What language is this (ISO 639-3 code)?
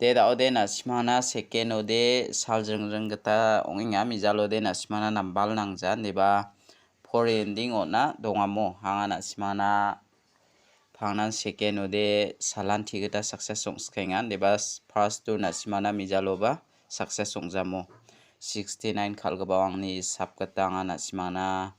grt